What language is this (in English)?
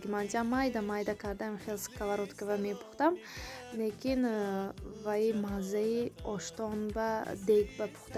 Tajik